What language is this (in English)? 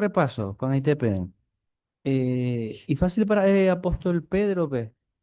Guarani